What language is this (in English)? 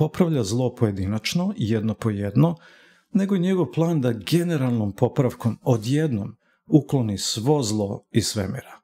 Serbian